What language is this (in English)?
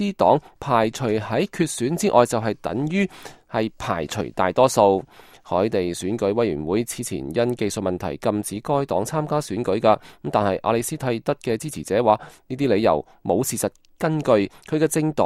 Cantonese